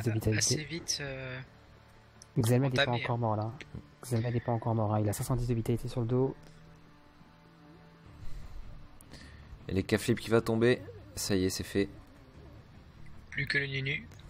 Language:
French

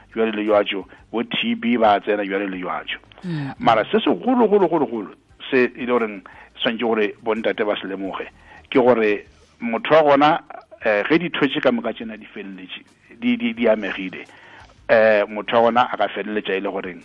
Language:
Northern Sotho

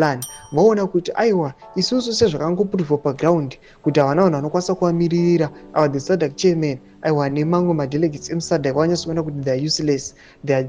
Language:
Shona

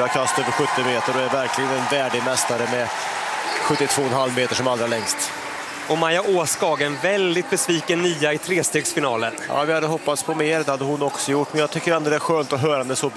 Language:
Swedish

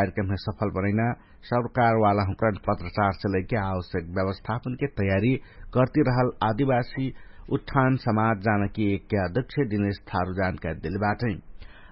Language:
Dangaura Tharu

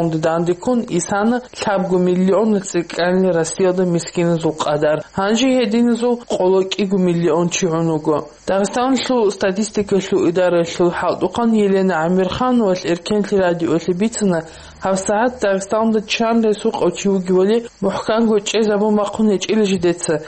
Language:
Avaric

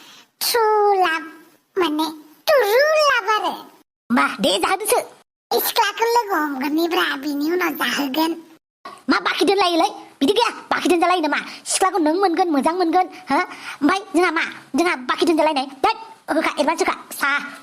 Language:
Bodo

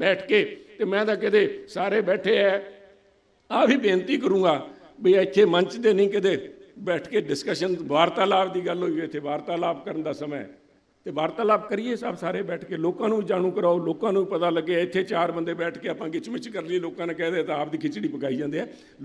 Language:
Punjabi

